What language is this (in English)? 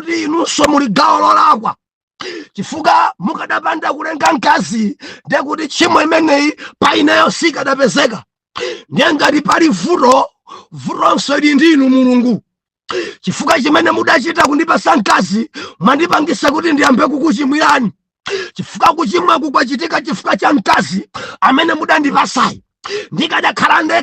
Nyanja